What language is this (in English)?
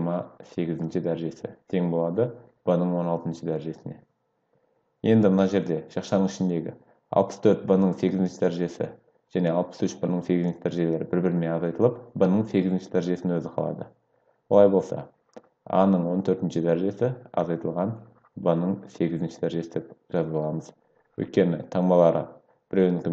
Kazakh